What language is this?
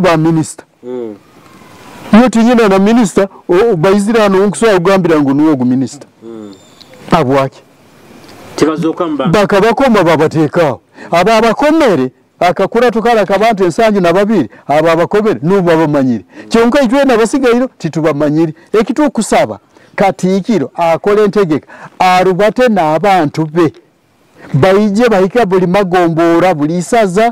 Nyoro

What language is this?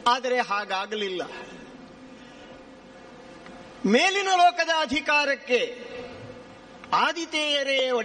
Kannada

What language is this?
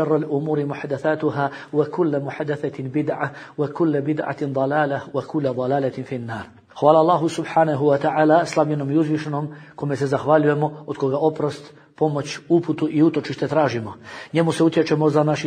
Bosnian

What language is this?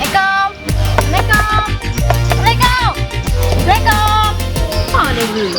Achinese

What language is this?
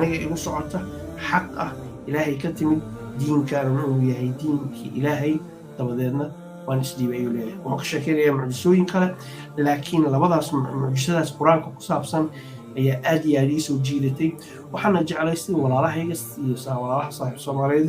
Somali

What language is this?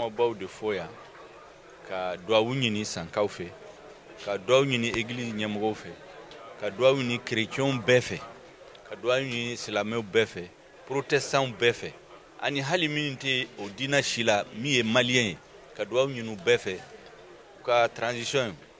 Bambara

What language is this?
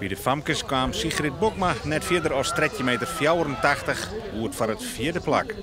Western Frisian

